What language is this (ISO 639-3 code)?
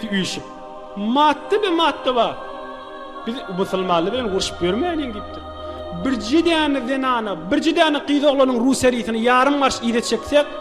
tuk